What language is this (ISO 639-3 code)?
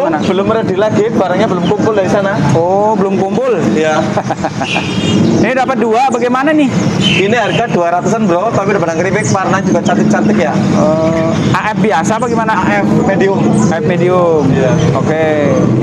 ind